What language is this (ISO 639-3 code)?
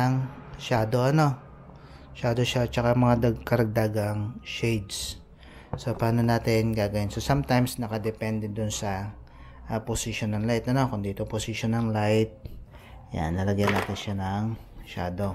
fil